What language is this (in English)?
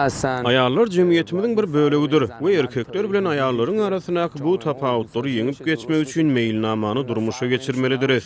Turkmen